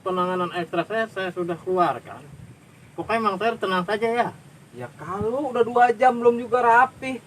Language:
Betawi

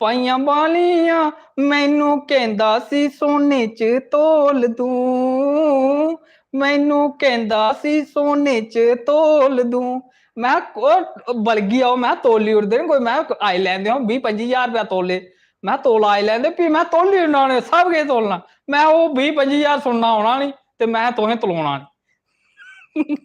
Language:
Dogri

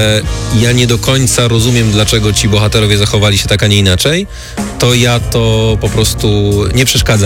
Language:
Polish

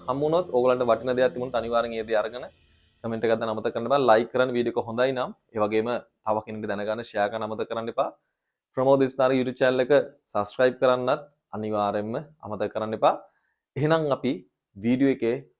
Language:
Sinhala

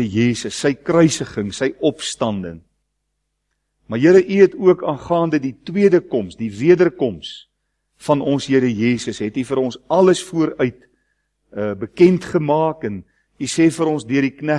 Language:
Afrikaans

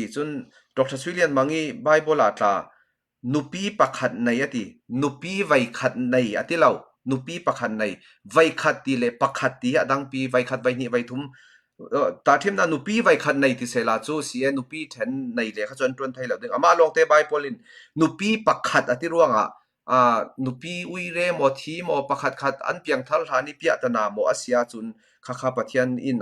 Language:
Falam Chin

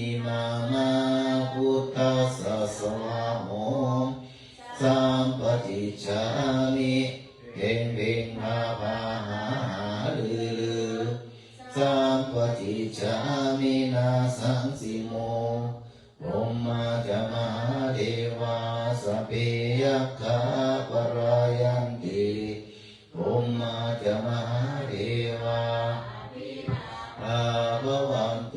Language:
Pali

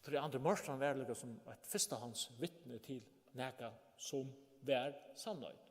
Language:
Faroese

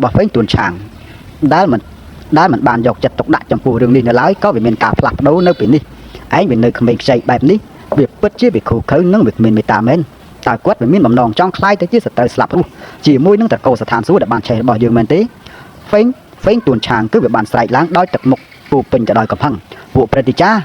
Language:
Khmer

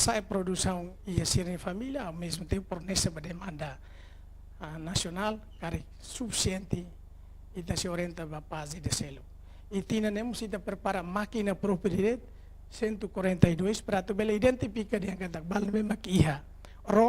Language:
Tetum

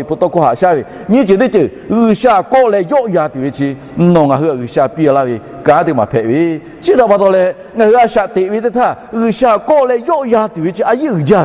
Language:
Lahu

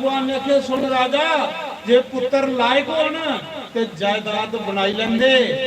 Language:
Dogri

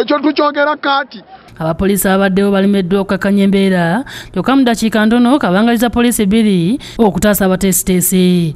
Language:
Ganda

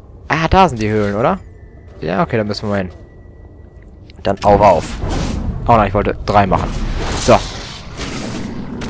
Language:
German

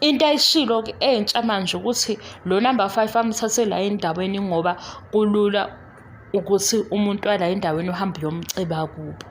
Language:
Zulu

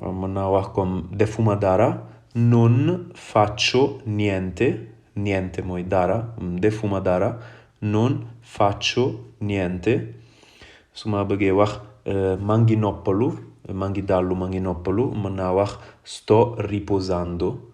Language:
Wolof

